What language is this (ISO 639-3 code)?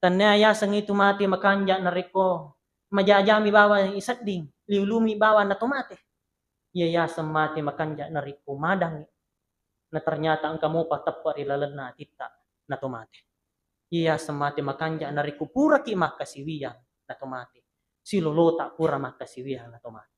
bug